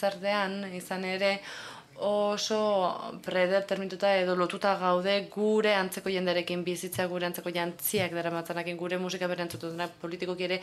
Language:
Basque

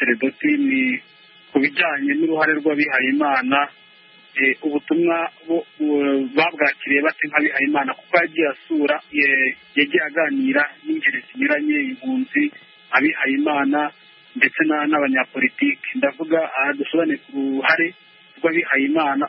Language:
Kinyarwanda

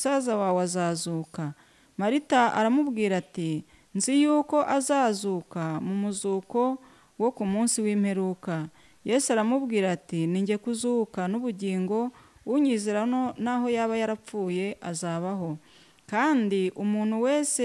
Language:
Kinyarwanda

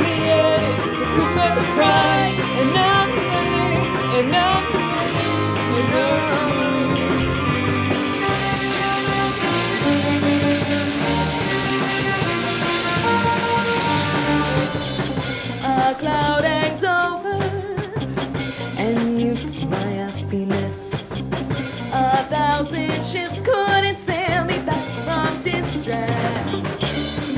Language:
English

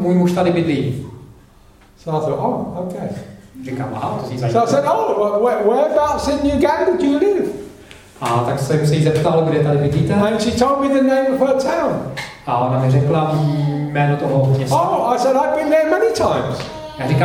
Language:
Czech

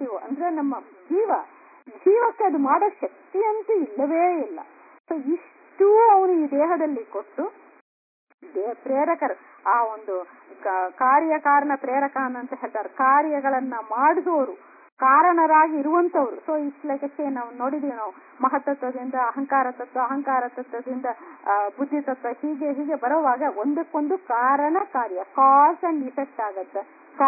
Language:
Kannada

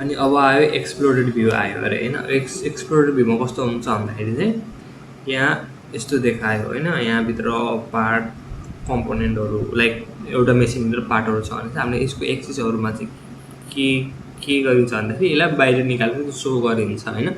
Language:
Nepali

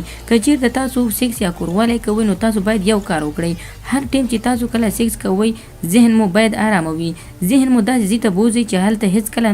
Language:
Pashto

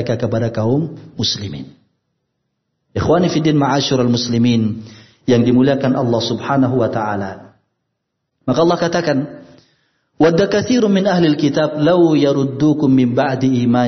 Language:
Indonesian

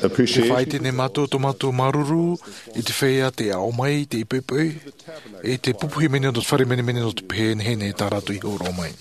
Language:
Tahitian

